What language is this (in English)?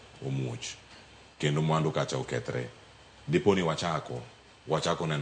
Luo (Kenya and Tanzania)